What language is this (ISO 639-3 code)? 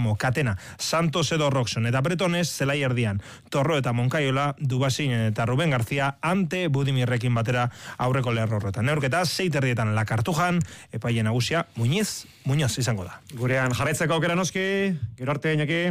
eus